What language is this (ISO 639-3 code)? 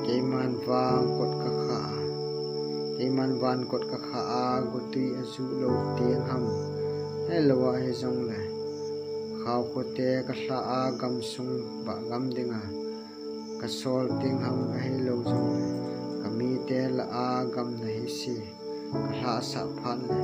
tcz